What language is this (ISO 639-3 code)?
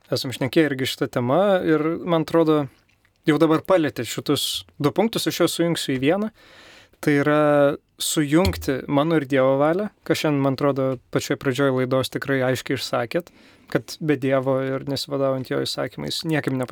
lit